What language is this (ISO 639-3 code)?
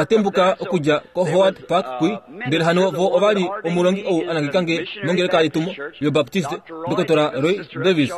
kua